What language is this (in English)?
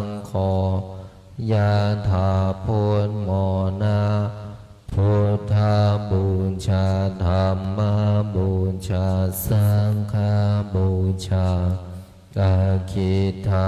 Pali